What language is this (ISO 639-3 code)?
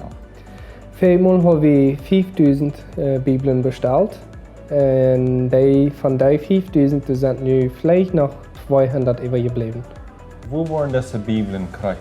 pdt